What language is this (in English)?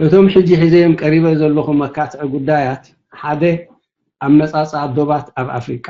Tigrinya